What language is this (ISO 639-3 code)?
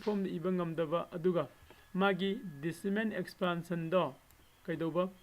mni